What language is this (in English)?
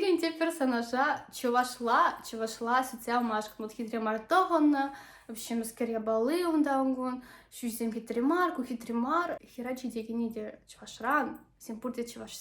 Chuvash